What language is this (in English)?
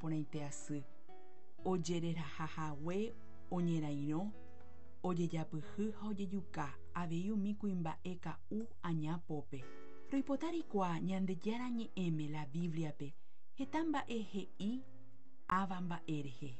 Guarani